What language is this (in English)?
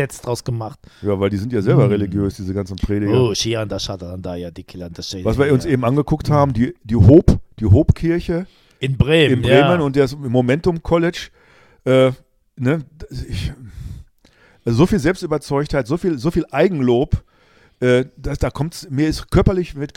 German